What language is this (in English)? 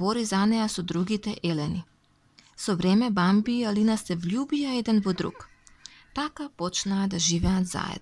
Macedonian